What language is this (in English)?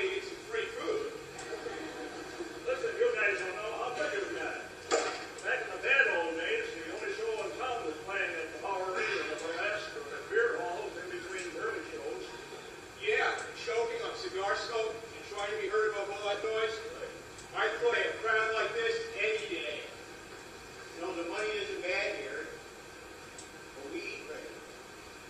English